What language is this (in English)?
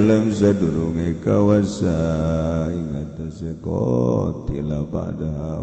Sundanese